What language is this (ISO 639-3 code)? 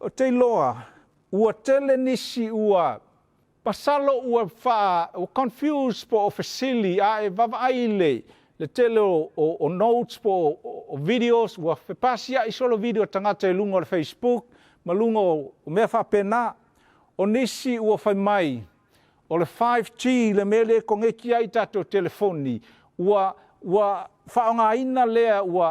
smo